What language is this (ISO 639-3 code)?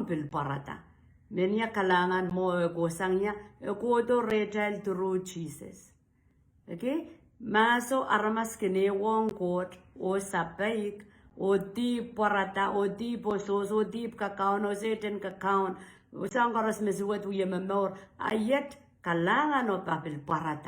pon